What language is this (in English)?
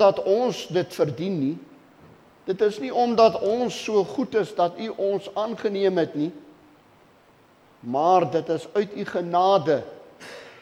Afrikaans